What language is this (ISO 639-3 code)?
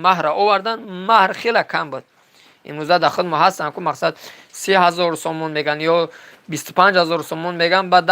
tgk